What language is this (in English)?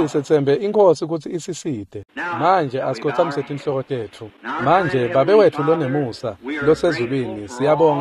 Swati